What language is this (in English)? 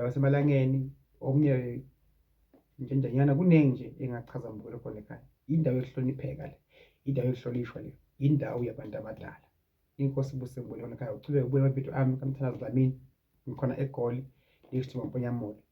Zulu